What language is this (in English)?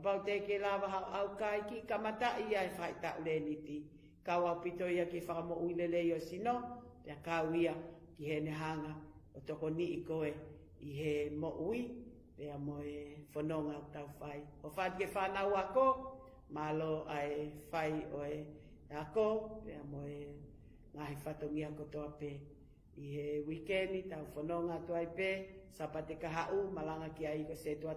Tongan